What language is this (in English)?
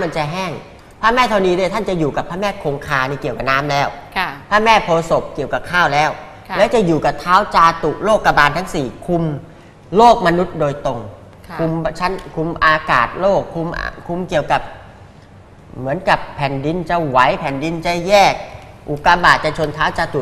Thai